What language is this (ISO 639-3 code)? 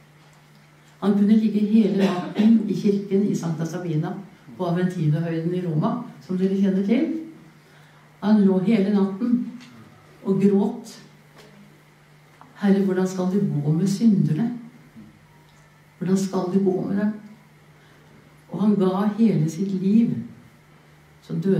nor